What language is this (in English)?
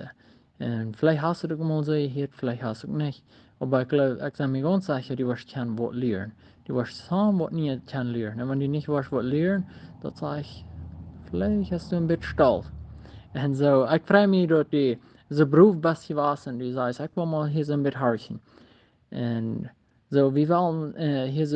Plautdietsch